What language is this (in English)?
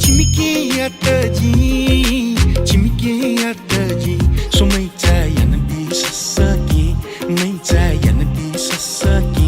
Newari